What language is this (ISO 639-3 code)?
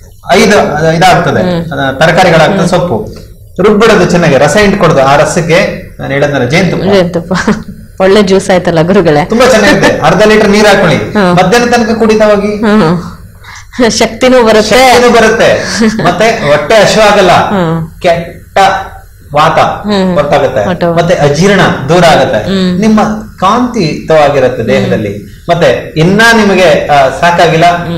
kan